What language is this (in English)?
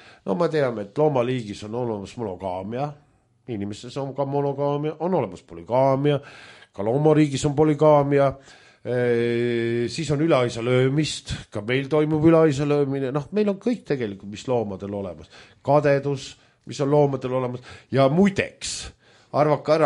Estonian